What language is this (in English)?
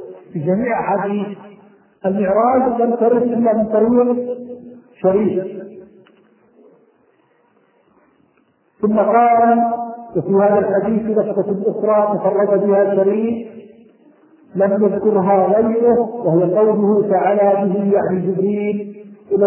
Arabic